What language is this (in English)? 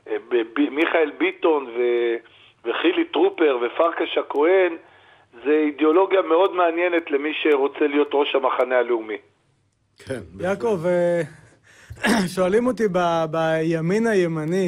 Hebrew